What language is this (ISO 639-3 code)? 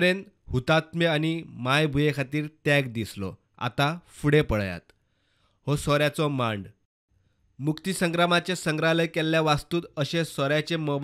kok